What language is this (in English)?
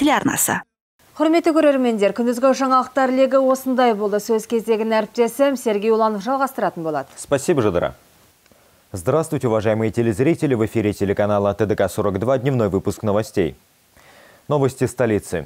Kazakh